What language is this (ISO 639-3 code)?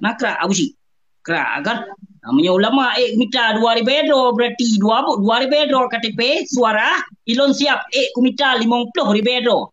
ace